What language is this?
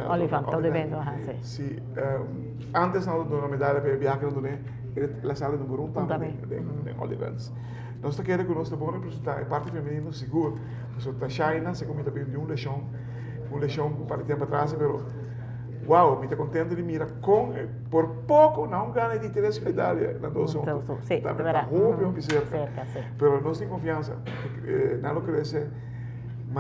Papiamento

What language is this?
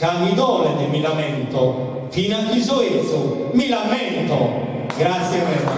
Sardinian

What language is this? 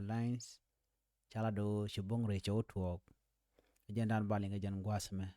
Nuer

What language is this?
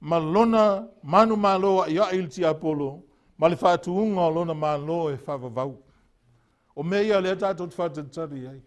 Samoan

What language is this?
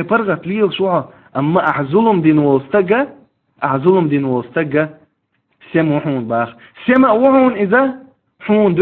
Chechen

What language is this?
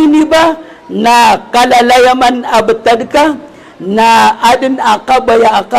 Maranao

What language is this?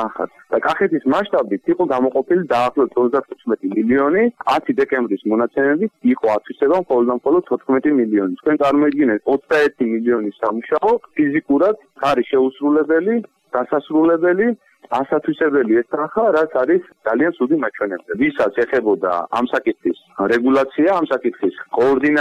Georgian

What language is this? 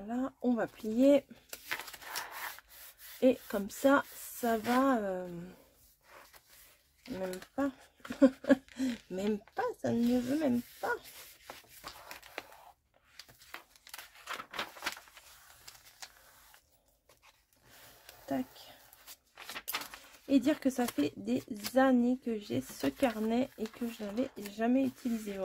French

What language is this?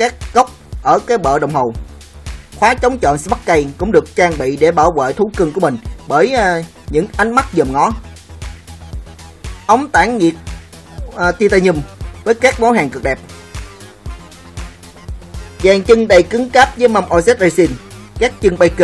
Vietnamese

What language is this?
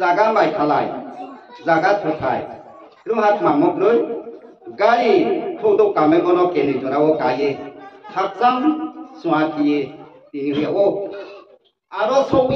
Riang (India)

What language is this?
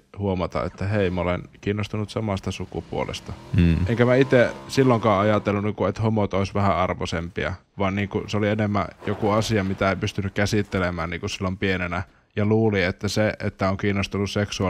Finnish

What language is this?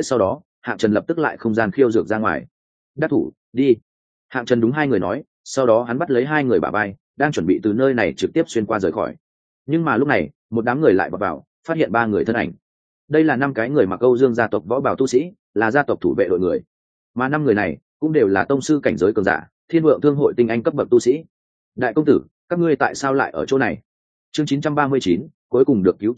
Vietnamese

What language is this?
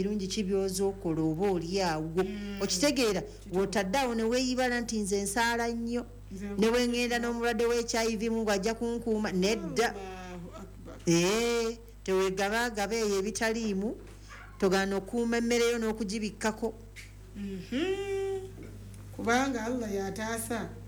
Ganda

